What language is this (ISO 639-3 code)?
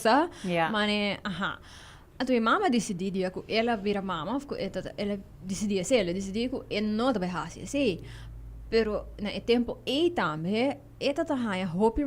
pap